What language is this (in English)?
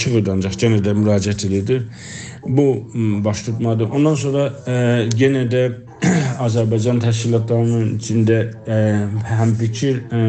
South Azerbaijani